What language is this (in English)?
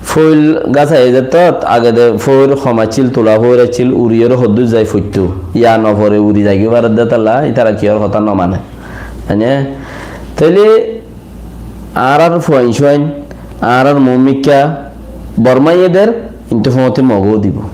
Rohingya